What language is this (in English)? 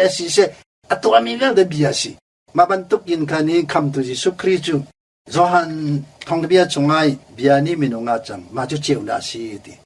Hakha Chin